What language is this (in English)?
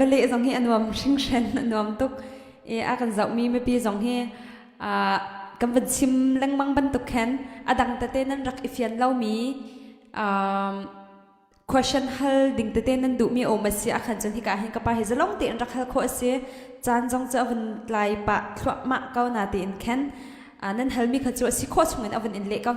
Hakha Chin